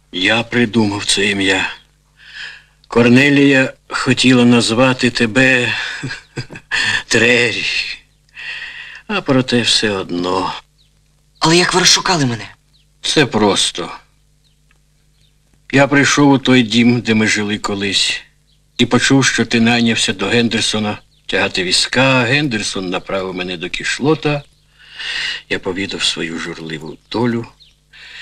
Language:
Ukrainian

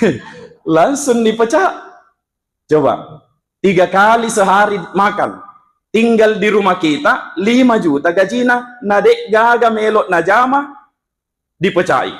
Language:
Buginese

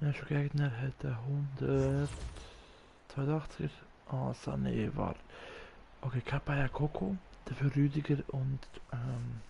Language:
Swiss German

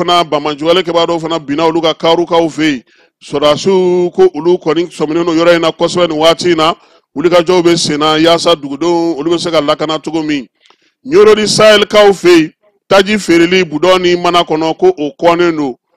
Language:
Bambara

